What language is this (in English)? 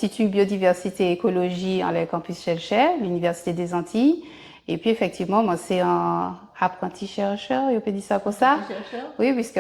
Guadeloupean Creole French